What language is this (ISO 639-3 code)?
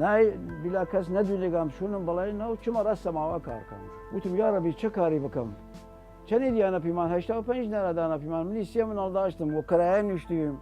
sdh